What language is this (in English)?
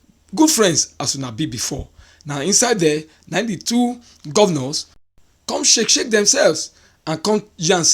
Nigerian Pidgin